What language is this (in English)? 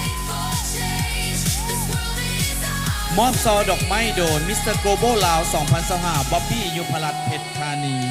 Lao